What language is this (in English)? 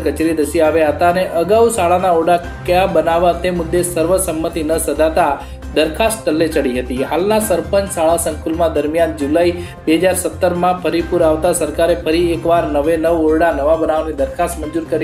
Gujarati